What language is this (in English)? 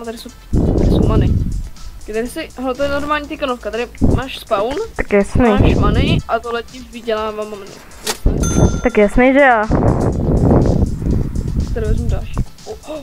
Czech